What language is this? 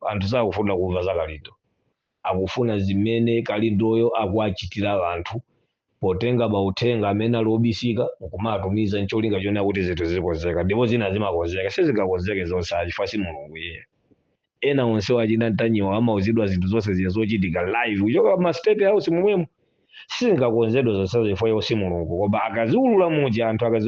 Nyanja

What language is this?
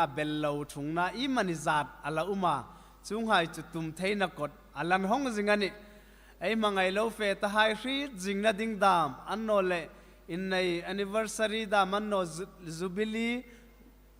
Hmar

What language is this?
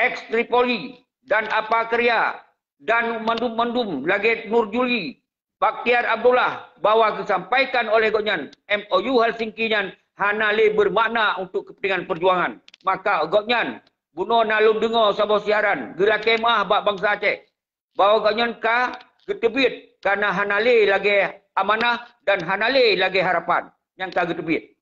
Achinese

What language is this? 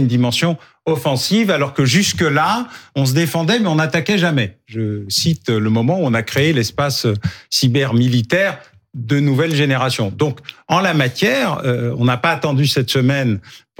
French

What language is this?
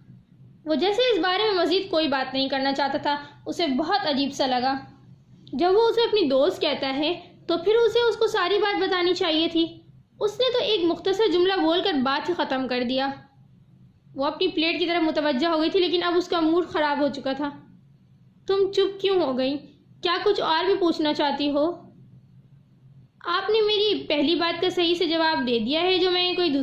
Urdu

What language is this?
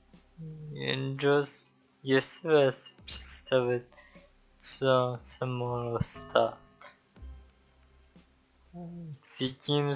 Czech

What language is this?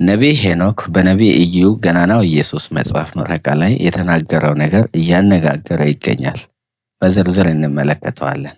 Amharic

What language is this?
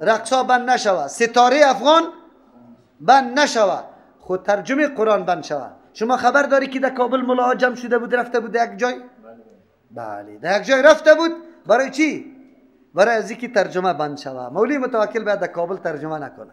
Persian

